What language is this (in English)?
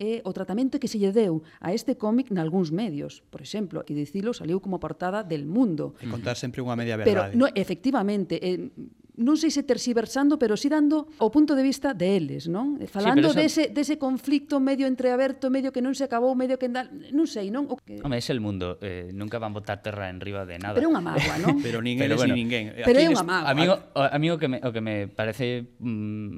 Galician